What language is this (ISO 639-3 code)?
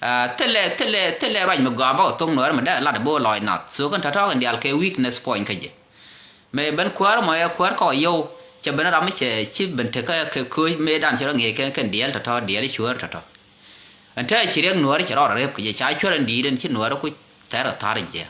nus